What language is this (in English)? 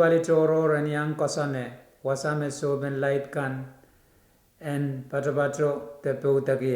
Pohnpeian